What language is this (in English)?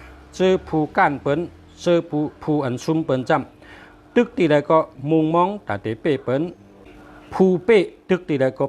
Shan